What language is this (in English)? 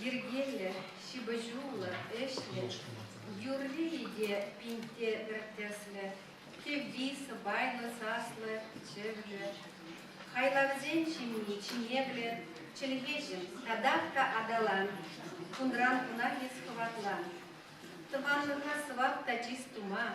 Chuvash